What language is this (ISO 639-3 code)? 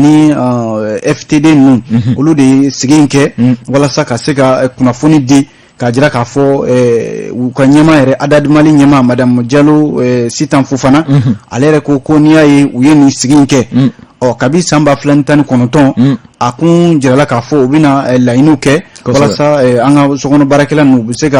bam